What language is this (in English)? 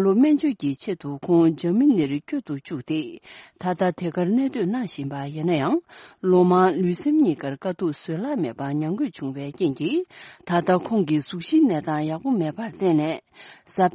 Tibetan